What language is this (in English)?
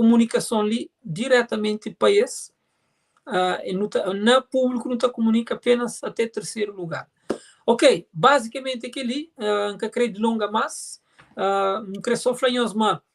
Kabuverdianu